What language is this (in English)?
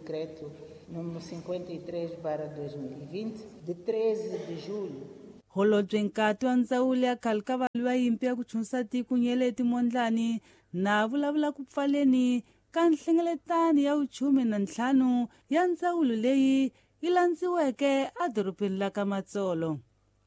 Tsonga